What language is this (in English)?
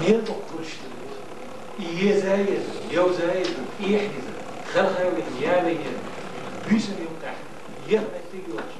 Chechen